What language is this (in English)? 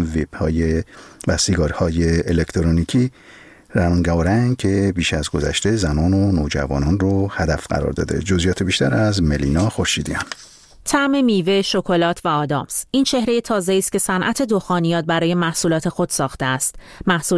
Persian